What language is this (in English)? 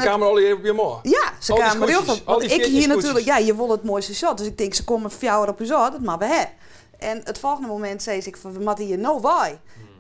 Western Frisian